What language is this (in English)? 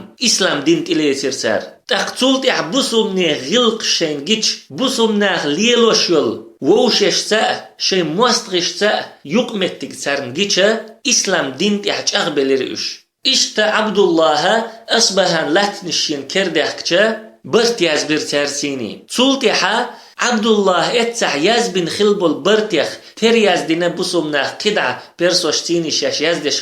Chechen